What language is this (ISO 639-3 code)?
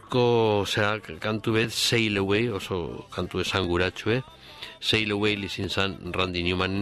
eus